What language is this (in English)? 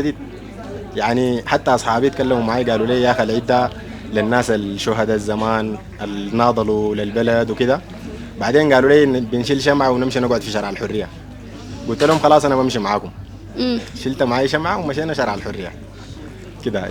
Sudanese Arabic